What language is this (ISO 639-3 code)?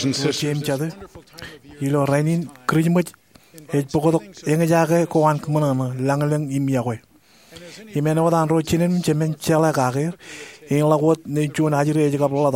mah